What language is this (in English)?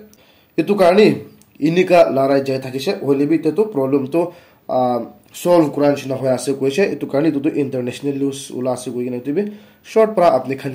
Naga Pidgin